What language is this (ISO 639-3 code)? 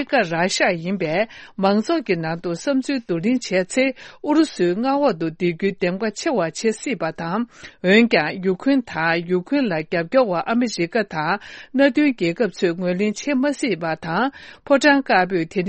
bod